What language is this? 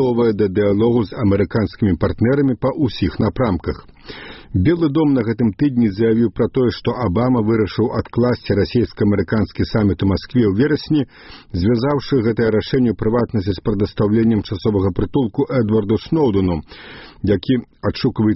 Belarusian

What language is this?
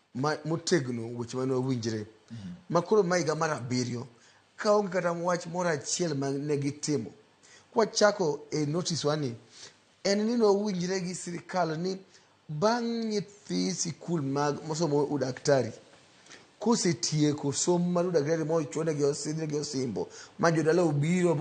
Luo (Kenya and Tanzania)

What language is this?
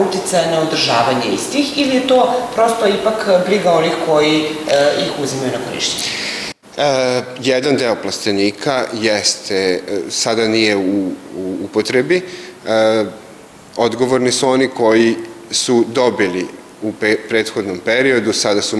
Serbian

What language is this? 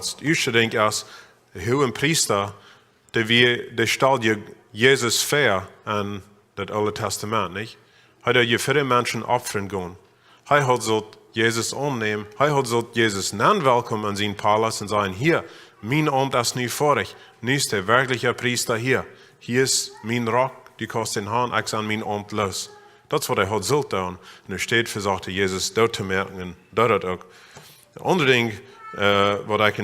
Plautdietsch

